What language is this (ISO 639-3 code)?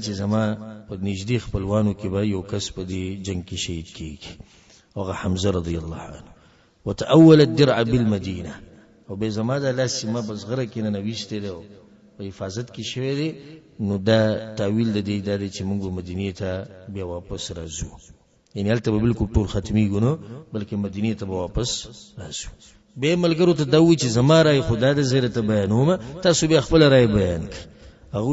pus